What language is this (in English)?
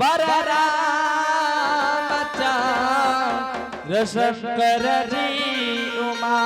Angika